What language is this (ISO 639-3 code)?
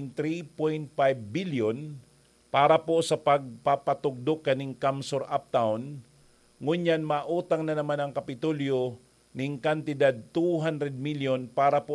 bik